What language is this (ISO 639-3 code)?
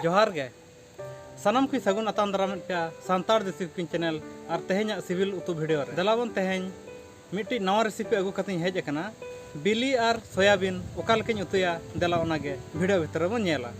sat